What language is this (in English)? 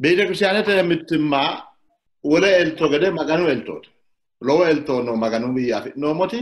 Sidamo